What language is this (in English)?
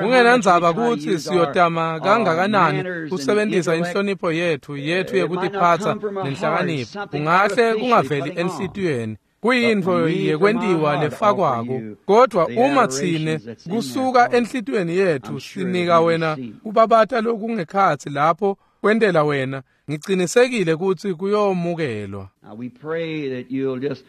Swati